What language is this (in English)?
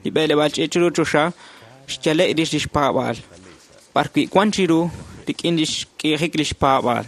Kekchí